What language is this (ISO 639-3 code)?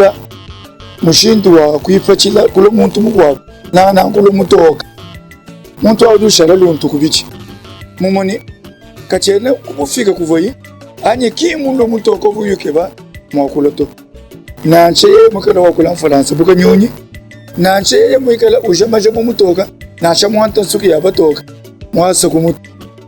lua